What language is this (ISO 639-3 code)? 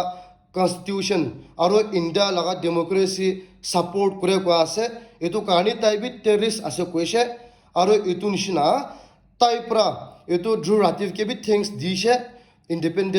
nag